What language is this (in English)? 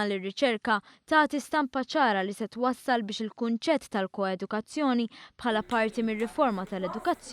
Maltese